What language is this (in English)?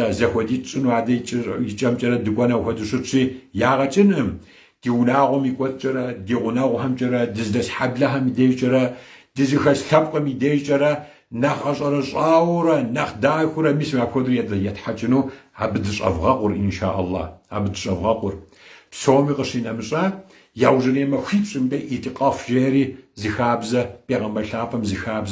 Kabardian